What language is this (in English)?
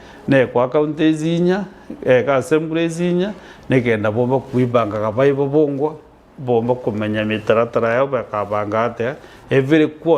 Meru